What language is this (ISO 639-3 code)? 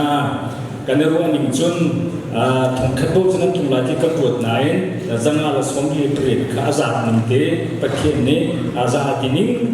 cnh